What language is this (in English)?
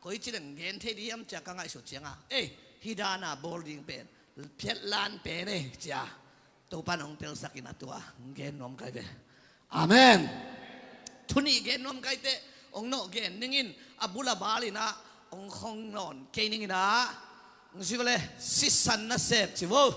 Tedim Chin